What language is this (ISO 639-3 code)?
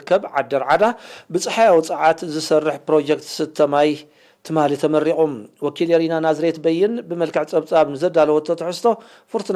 tir